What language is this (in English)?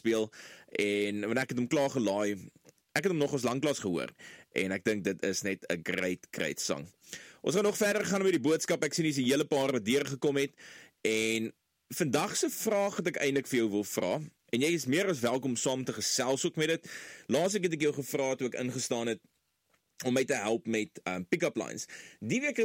Afrikaans